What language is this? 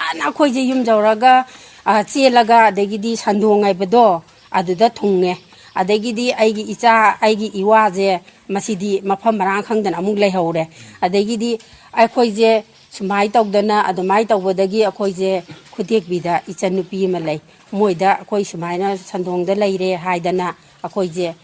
Manipuri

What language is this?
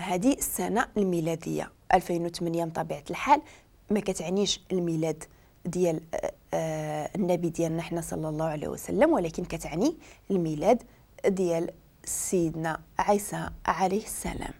Moroccan Arabic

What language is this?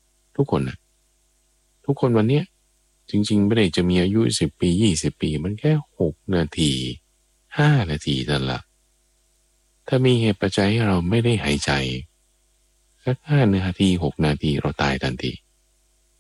Thai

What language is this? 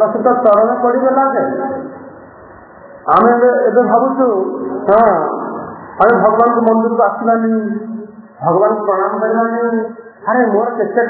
Odia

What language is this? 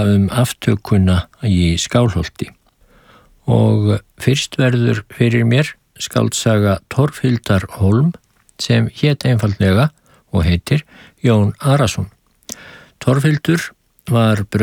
Icelandic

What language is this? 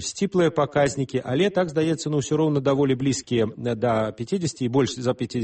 Belarusian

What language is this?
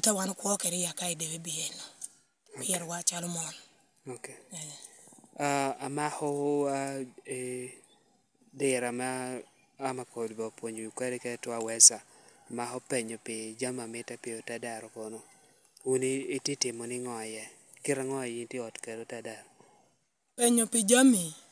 Lango (Uganda)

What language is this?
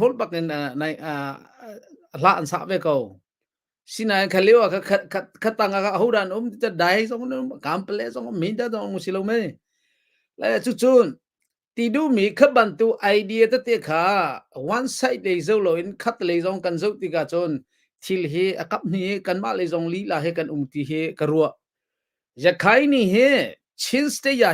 Hakha Chin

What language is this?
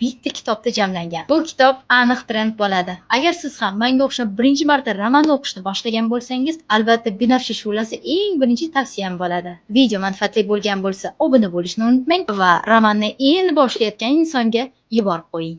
Uzbek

